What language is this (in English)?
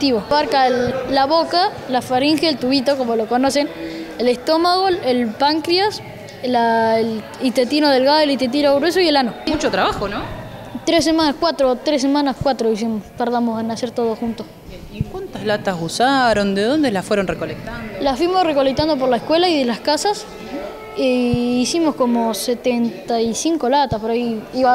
Spanish